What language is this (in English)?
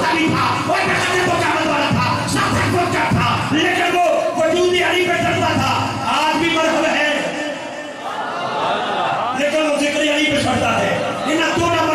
Urdu